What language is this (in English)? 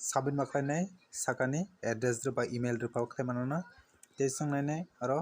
Kok Borok